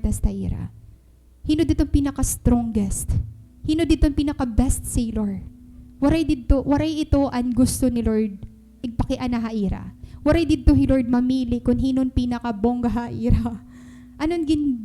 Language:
Waray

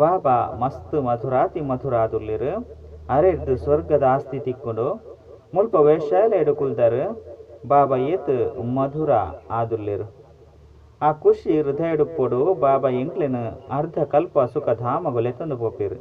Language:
Tulu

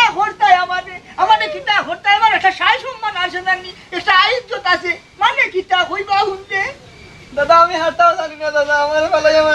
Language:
Sylheti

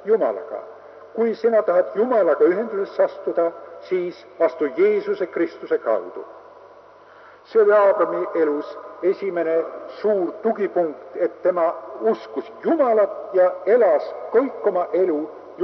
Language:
Estonian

